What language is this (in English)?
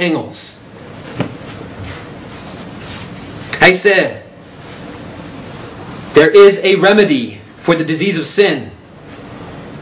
Afrikaans